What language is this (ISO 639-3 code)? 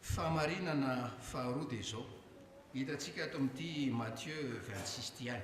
mlg